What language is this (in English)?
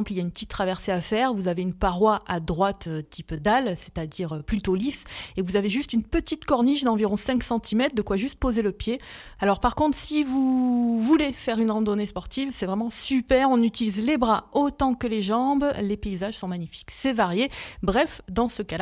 French